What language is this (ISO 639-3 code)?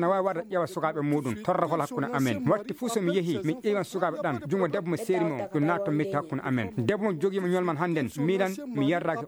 ful